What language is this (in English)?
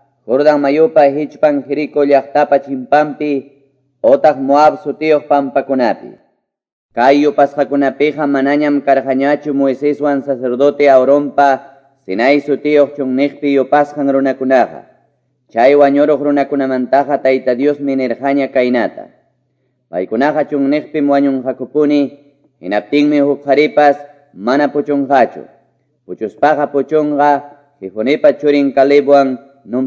Quechua